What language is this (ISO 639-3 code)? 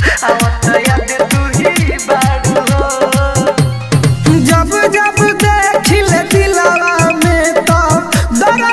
bho